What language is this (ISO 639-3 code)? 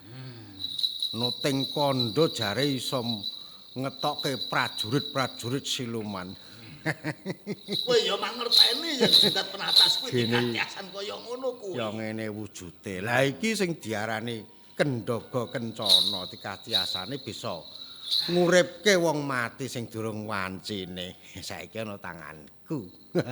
jav